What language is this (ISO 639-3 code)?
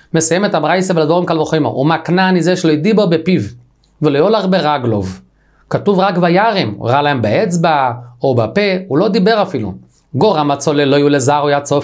heb